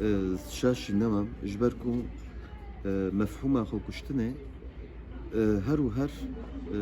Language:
Kurdish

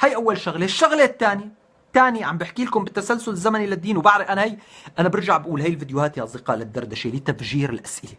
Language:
North Levantine Arabic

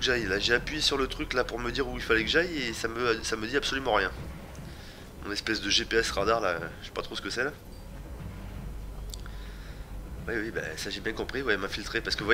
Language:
French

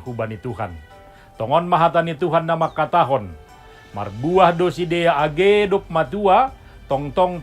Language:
Batak Simalungun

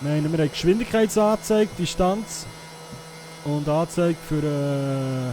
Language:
Swiss German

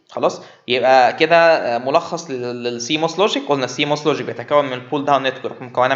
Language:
Egyptian Arabic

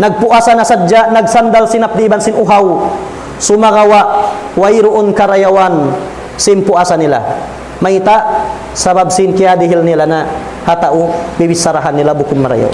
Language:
Tausug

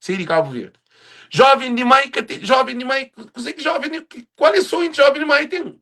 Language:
Kabuverdianu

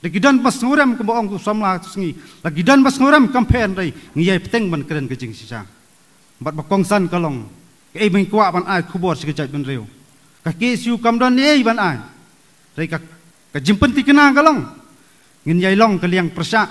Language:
Khasi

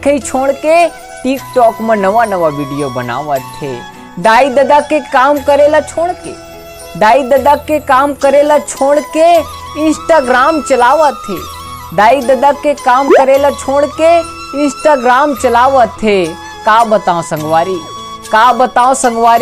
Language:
Chhattisgarhi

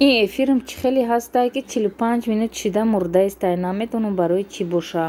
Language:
Tajik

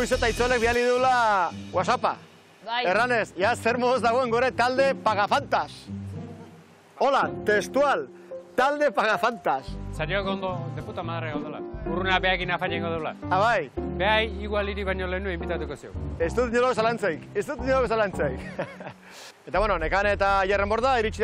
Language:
Basque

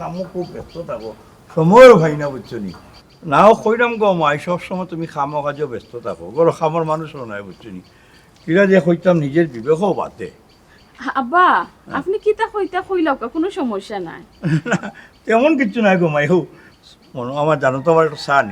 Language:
Sylheti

